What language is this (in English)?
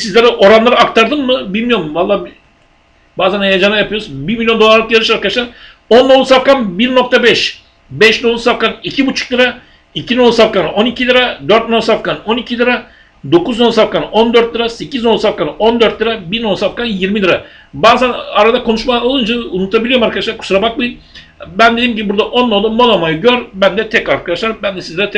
Turkish